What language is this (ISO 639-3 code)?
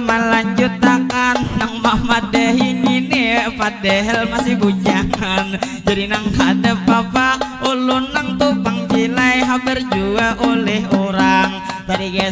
bjn